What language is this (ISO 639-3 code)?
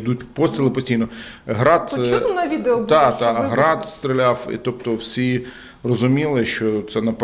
ukr